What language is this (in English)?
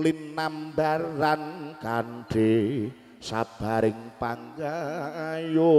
Javanese